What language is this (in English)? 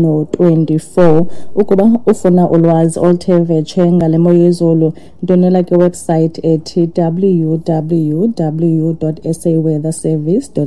Xhosa